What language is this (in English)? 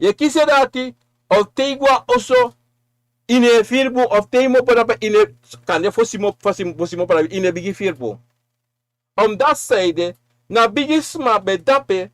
Sranan Tongo